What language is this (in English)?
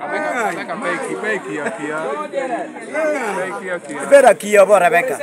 Lango (Uganda)